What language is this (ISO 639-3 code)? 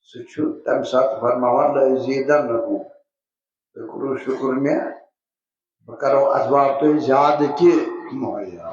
kas